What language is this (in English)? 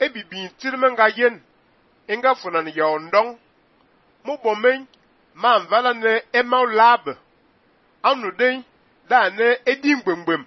Fang